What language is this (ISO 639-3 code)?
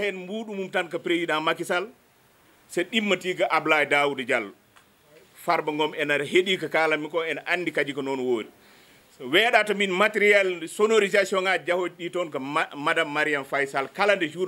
ful